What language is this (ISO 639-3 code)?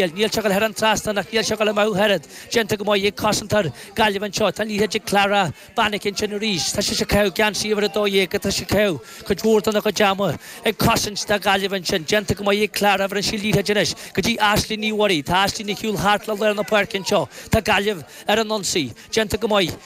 gle